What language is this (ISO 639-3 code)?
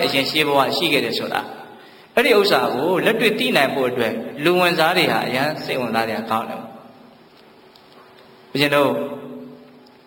mya